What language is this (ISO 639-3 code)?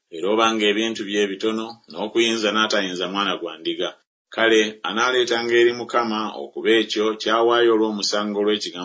lug